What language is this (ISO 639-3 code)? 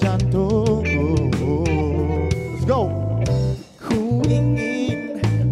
msa